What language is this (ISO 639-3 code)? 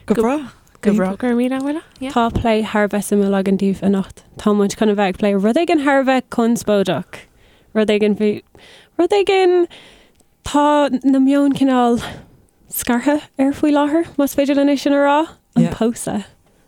gle